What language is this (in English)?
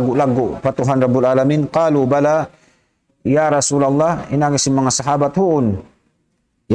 Tausug